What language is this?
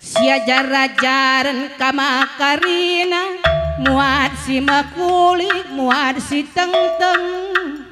Batak Karo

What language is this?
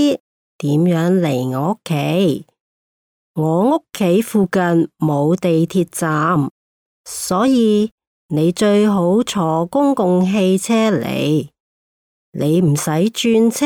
Cantonese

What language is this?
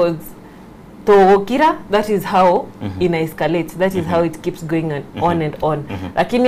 Gusii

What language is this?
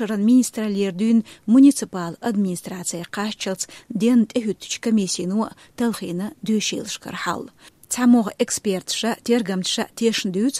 Chechen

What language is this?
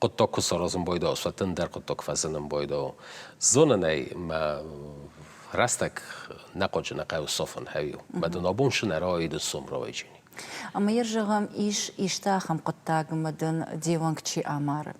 Ossetic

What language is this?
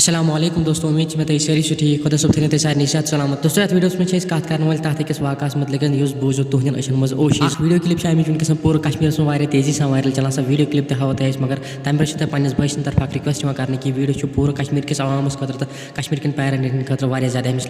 Kashmiri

